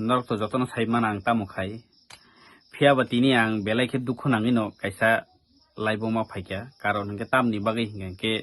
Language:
Kok Borok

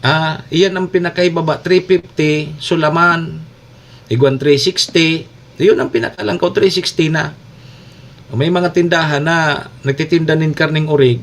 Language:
Bikol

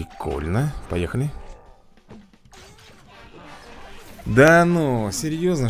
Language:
Russian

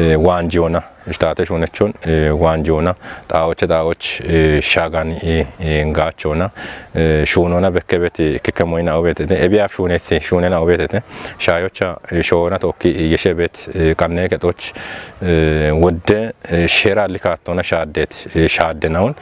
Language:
Kafa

